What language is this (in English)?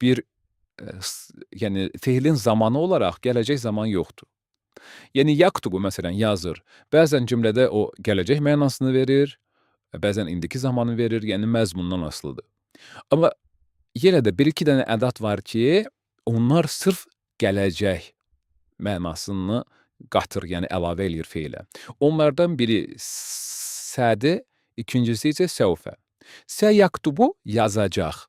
Azerbaijani